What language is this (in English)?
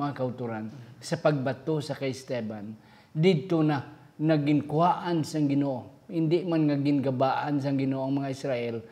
Hiligaynon